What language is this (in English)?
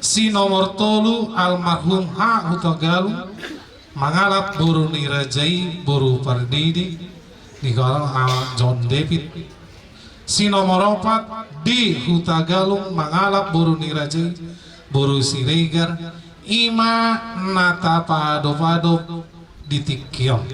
Batak Toba